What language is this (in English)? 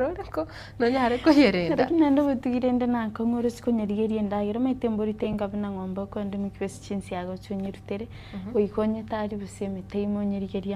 Gusii